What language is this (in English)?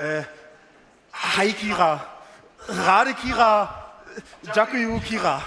Upper Sorbian